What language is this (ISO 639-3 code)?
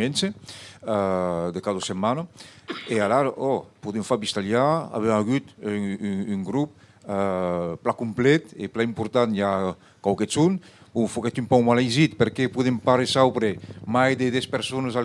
oci